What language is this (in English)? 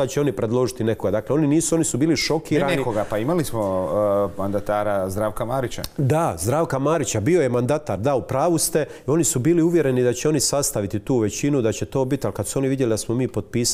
Croatian